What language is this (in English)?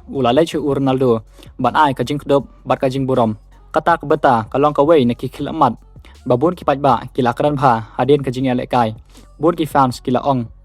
Khasi